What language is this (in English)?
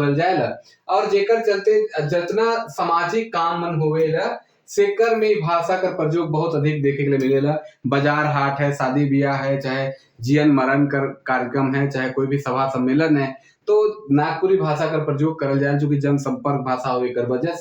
Sadri